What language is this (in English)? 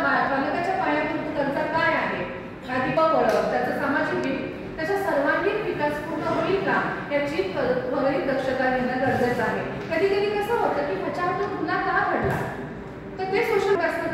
Marathi